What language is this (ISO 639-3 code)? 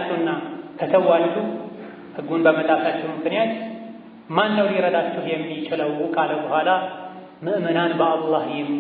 amh